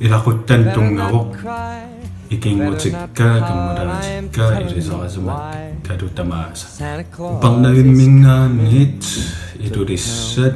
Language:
Kalaallisut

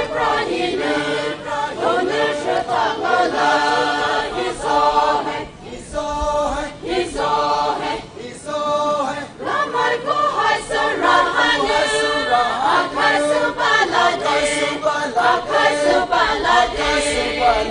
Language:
Poumei Naga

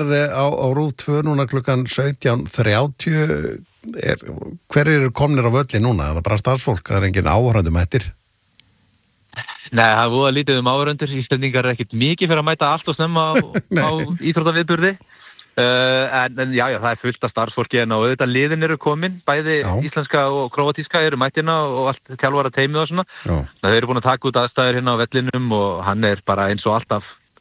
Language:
Icelandic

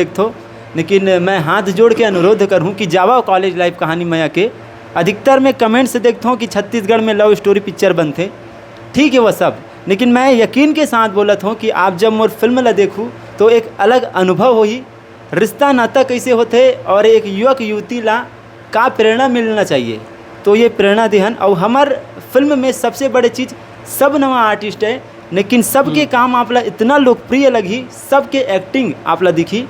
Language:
Chhattisgarhi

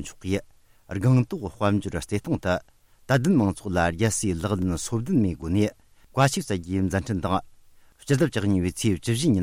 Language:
Tibetan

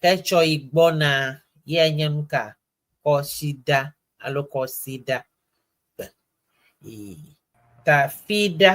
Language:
Ewe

